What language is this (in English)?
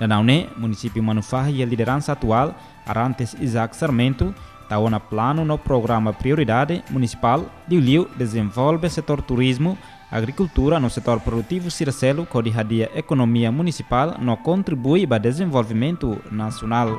Tetum